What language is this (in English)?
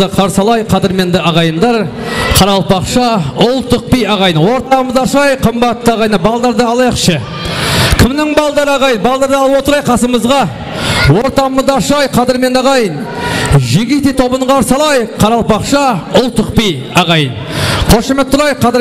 Kara-Kalpak